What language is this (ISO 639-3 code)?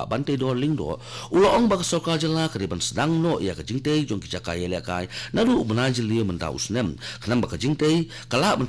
kha